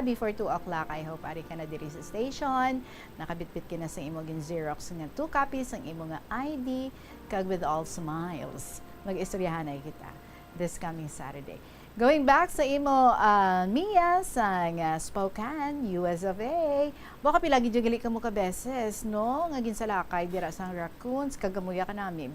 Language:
Hiligaynon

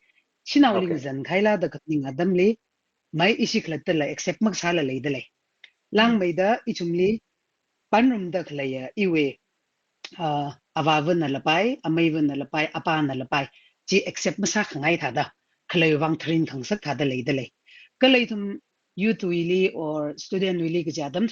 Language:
Tangkhul Naga (India)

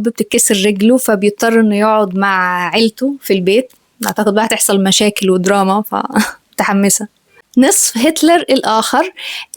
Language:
Egyptian Arabic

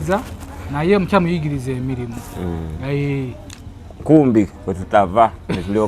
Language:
Ganda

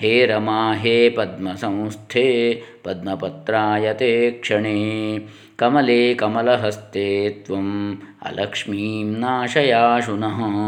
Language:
Sanskrit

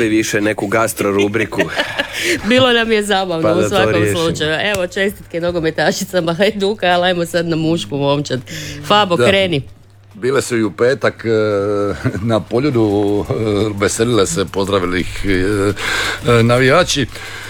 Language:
Croatian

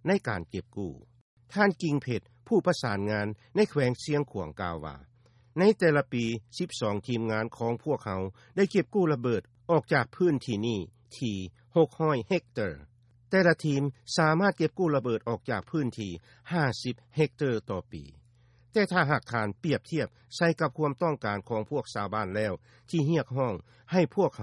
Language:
Lao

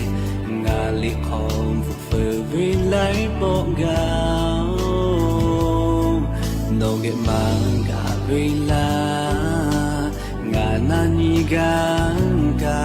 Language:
Lahu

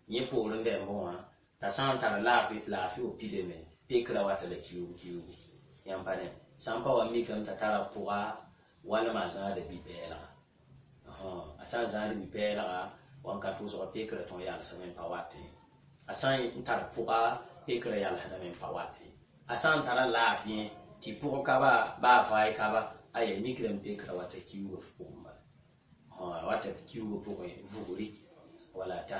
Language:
Mossi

